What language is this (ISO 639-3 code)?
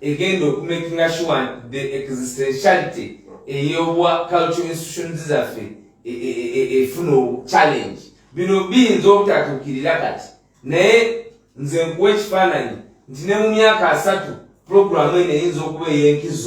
lug